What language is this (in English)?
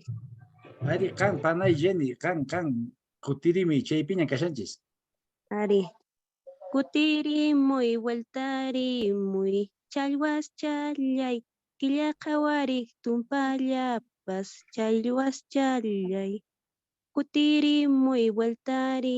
Quechua